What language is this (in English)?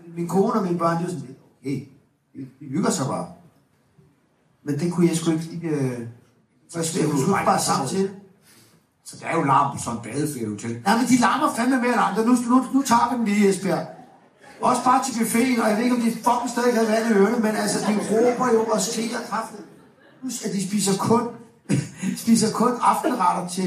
Danish